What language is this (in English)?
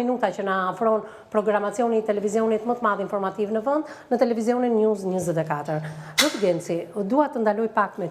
Albanian